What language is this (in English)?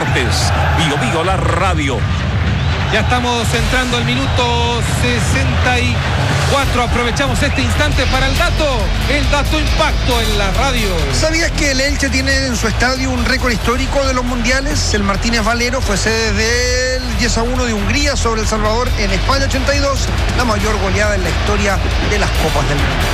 Spanish